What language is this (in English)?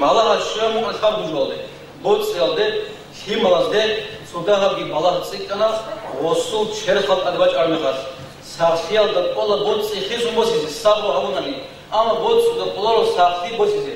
Avaric